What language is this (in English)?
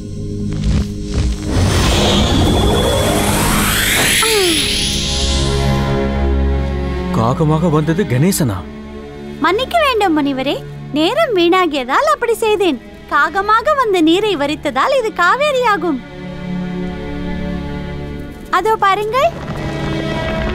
Tamil